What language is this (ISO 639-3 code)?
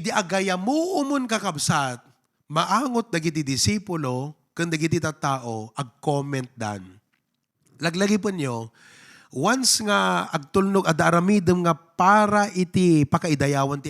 ilo